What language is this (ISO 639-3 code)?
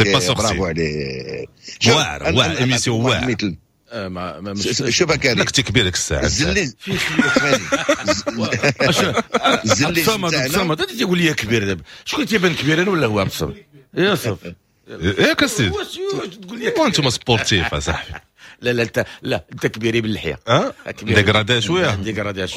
ary